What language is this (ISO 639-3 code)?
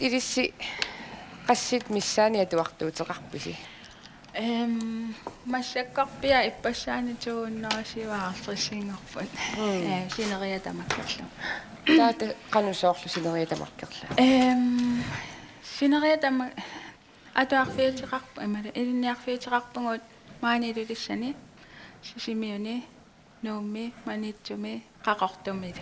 kal